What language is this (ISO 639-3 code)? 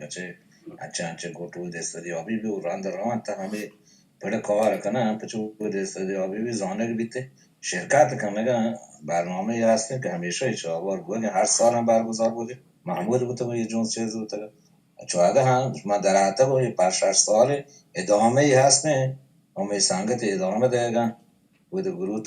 bal